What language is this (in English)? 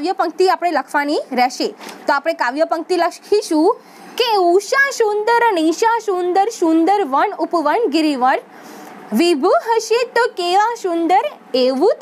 Gujarati